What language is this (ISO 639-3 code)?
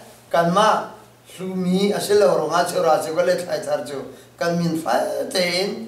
cnh